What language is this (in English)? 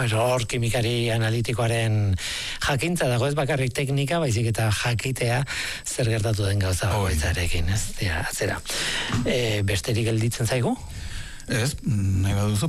Basque